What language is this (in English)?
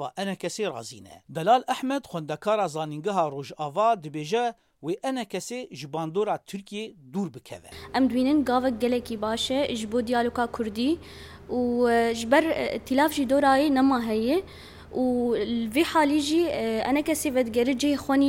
Kurdish